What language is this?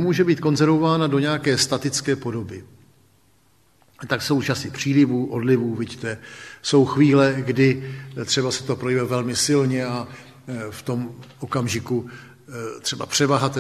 Czech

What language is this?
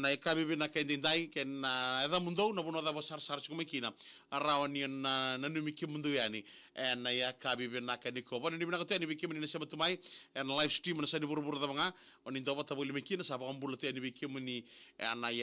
Fijian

